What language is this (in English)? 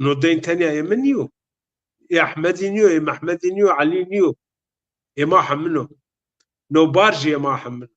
Zaza